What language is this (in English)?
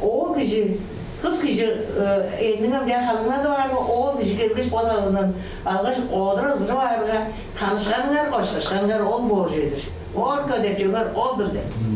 Tuvinian